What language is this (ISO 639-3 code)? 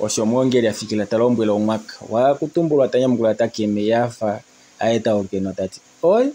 kua